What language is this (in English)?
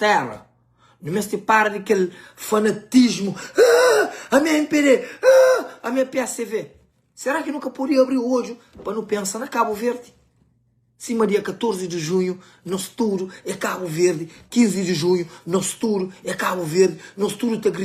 Kabuverdianu